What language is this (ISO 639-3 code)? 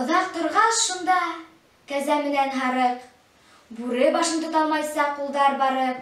bak